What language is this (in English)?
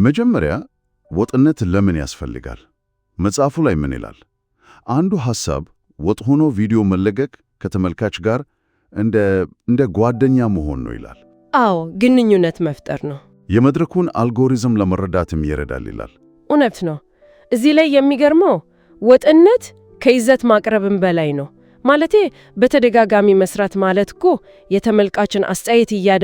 Amharic